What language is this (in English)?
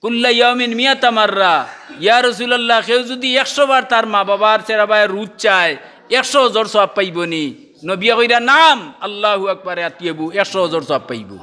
Sylheti